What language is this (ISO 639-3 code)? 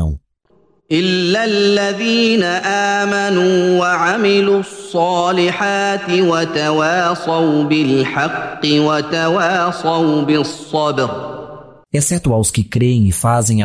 glg